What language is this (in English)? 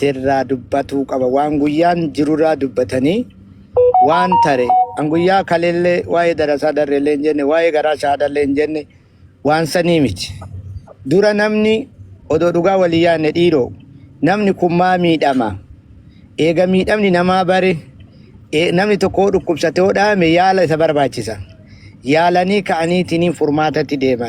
Oromo